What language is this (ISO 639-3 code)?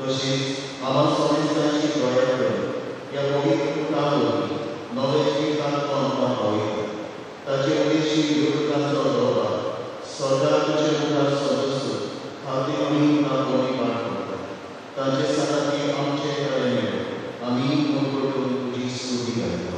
kok